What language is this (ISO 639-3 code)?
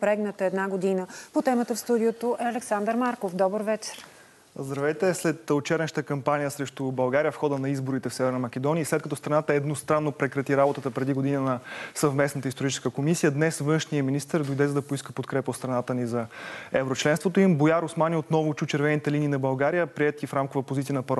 bul